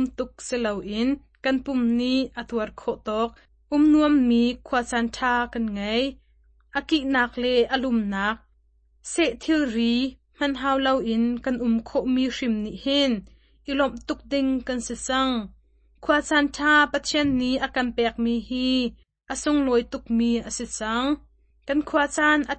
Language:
Hakha Chin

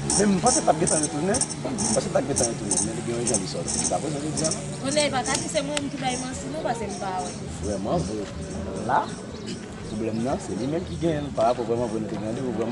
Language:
Haitian Creole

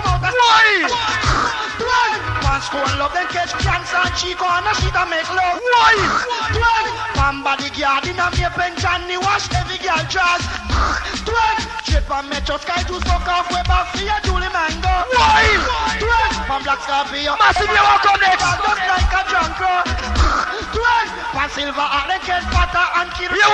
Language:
Jamaican Creole English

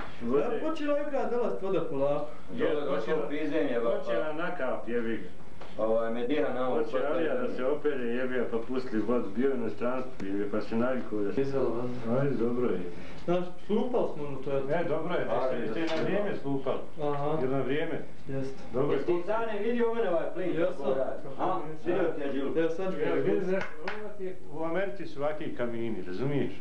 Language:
Bosnian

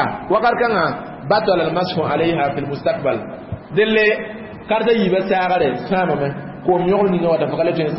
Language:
Mossi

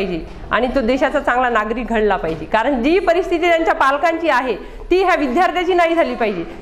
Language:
Marathi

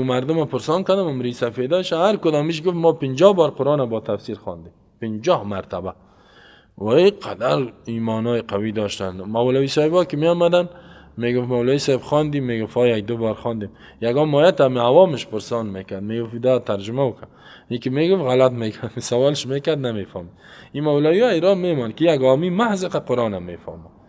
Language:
Persian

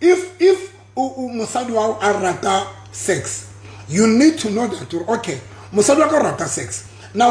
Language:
Southern Sotho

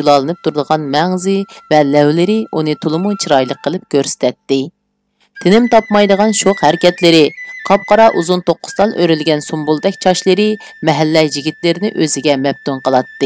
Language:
Uyghur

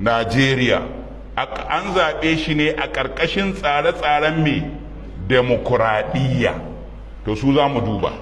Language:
Hausa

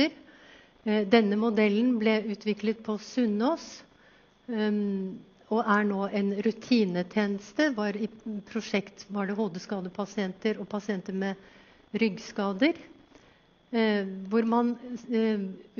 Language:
Norwegian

